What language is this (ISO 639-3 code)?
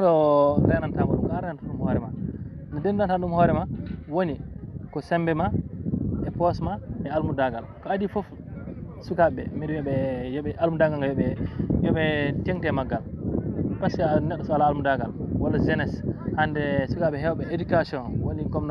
ful